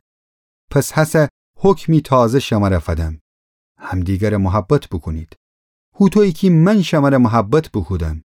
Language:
Gilaki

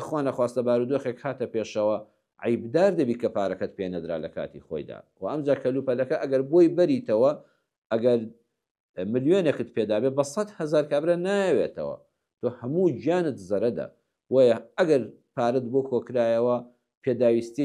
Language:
Central Kurdish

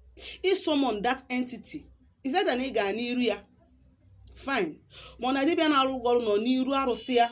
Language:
Igbo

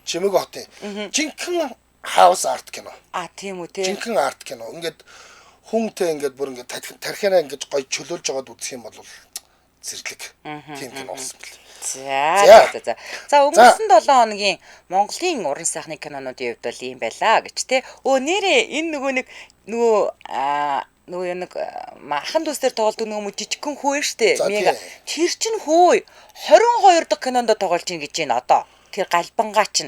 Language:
Mongolian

